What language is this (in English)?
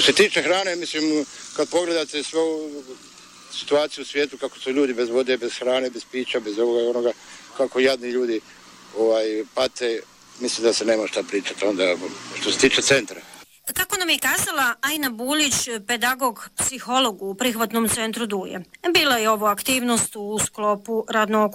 Bosnian